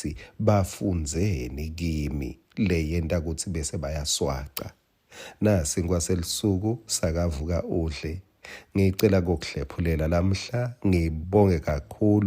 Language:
Swati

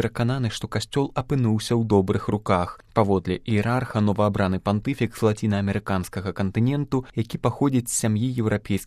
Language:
Belarusian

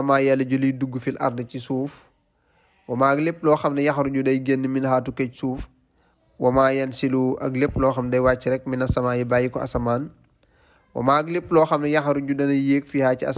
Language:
Wolof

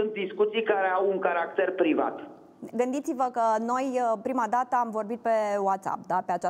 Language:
Romanian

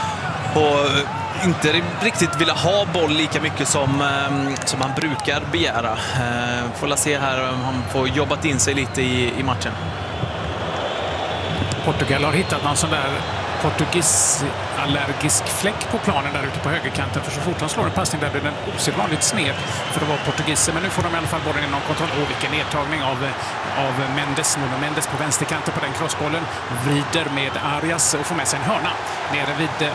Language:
Swedish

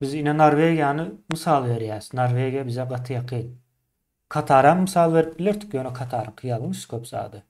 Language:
Turkmen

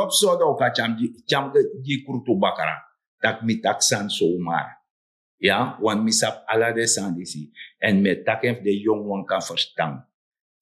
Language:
Sranan Tongo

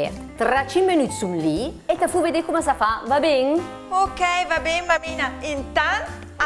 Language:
Lombard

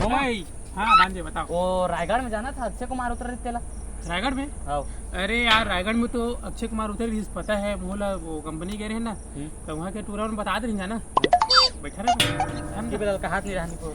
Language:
Chhattisgarhi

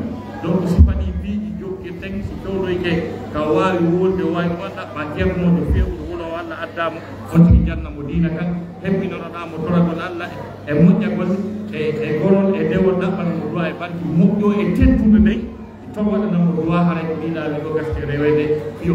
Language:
Fula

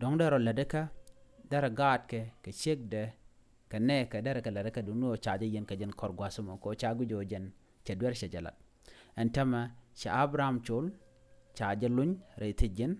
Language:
Nuer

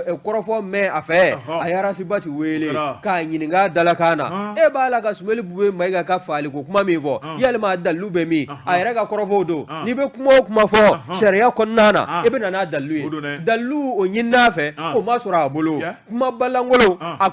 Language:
Bambara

